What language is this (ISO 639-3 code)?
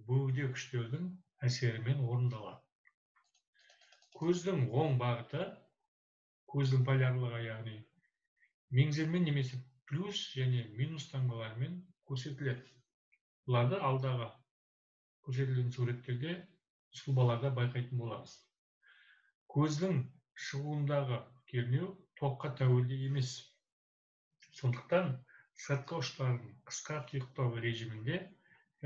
kaz